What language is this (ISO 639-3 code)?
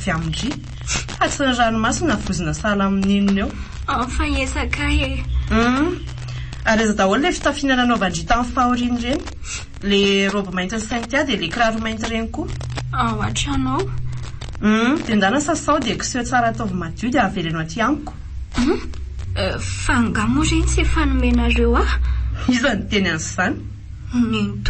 mlg